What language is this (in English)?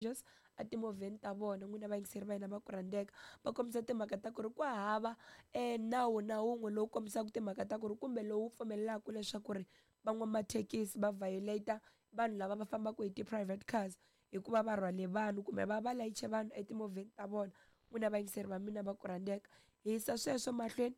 Tsonga